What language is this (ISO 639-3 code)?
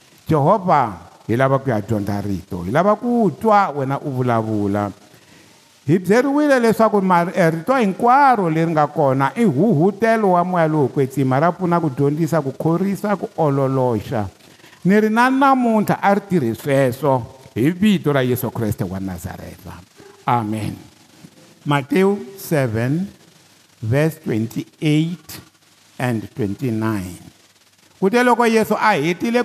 tso